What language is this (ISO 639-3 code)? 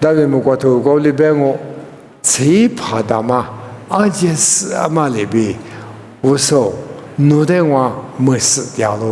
lis